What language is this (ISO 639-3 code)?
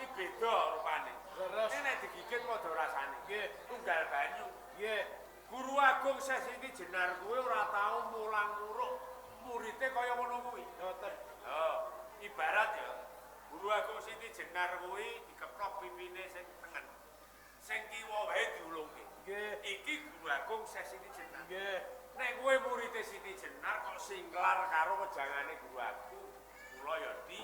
jav